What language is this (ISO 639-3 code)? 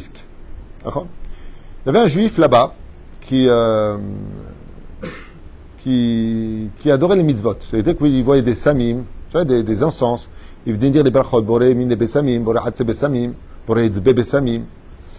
fra